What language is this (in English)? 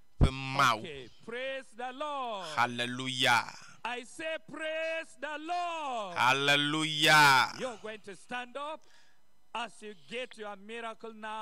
Ewe